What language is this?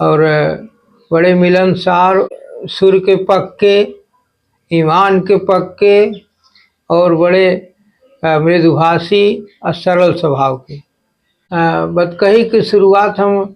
Awadhi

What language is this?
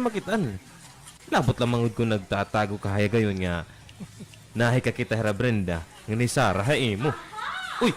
Waray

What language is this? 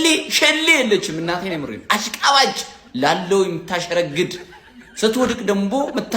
Amharic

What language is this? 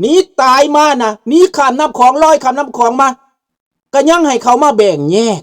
Lao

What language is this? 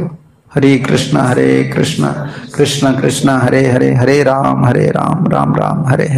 Odia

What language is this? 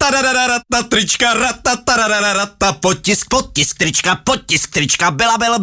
Czech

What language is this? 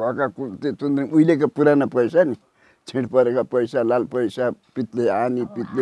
Nepali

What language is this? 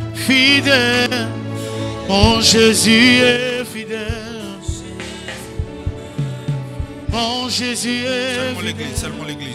French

